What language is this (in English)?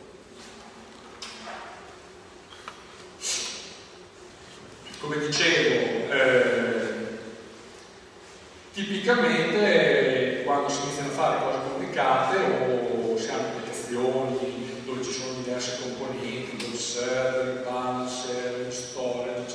Italian